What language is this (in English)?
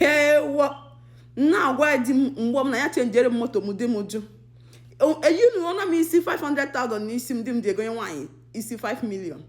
Igbo